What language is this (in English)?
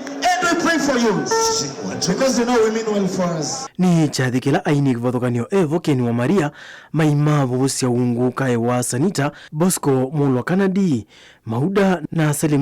Kamba